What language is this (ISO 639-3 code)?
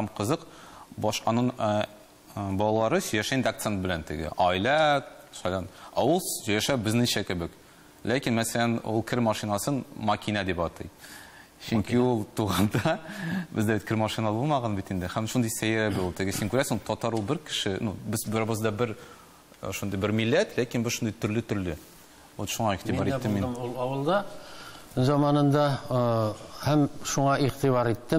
tat